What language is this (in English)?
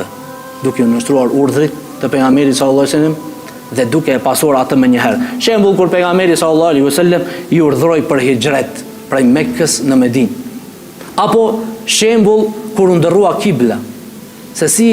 Albanian